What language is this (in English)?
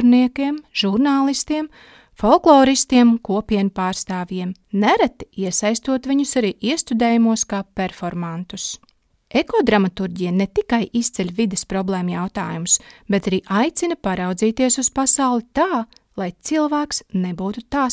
Latvian